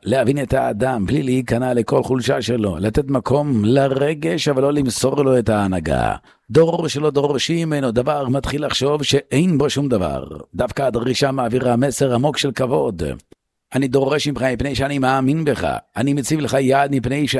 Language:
Hebrew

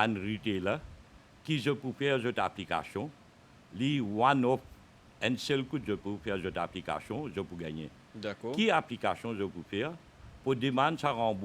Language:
Morisyen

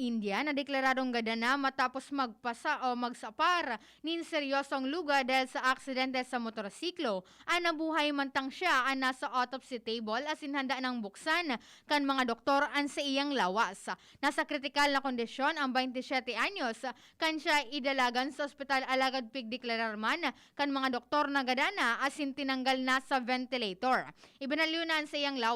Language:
Bikol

